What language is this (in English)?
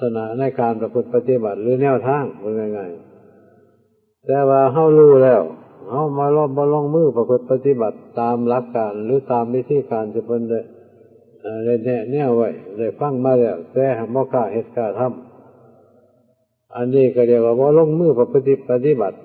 Northeastern Thai